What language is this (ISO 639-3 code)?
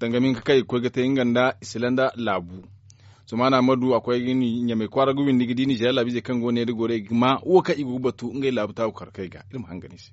dje